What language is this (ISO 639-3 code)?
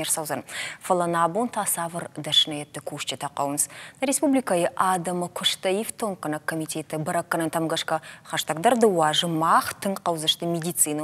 oss